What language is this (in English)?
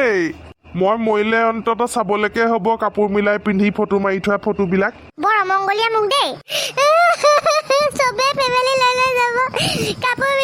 Assamese